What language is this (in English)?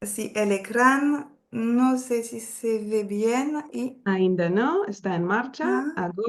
Ladino